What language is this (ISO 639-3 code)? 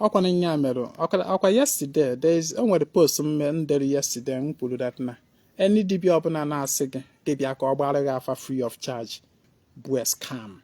ibo